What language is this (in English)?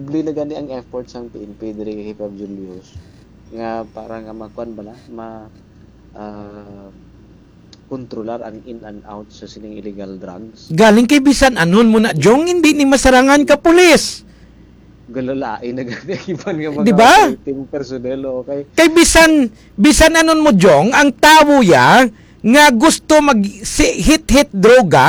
Hiligaynon